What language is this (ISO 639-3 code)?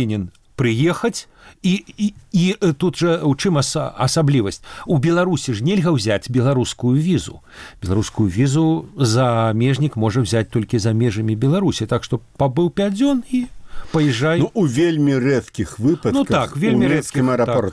bel